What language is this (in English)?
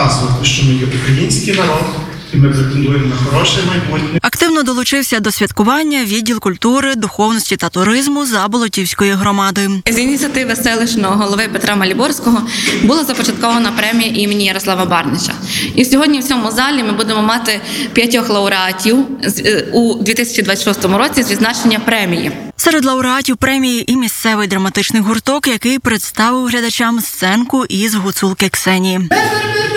Ukrainian